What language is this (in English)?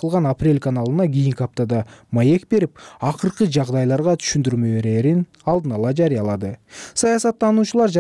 Kyrgyz